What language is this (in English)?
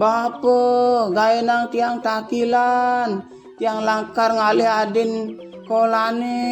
Balinese